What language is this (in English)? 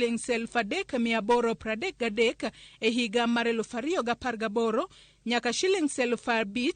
Luo (Kenya and Tanzania)